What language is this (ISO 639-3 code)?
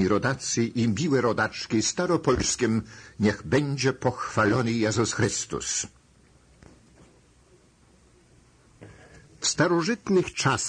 pol